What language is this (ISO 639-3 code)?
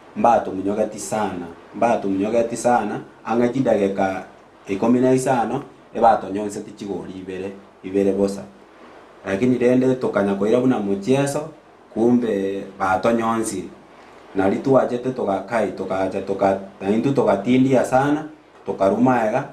guz